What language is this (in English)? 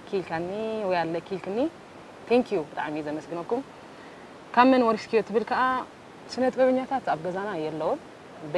Tigrinya